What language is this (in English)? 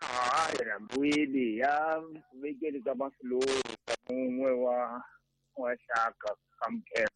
Tsonga